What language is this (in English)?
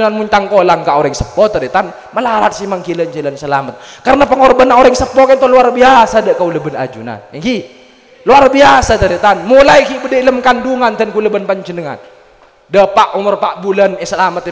Madurese